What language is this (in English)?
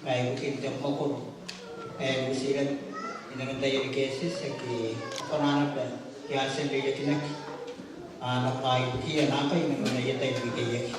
Gilbertese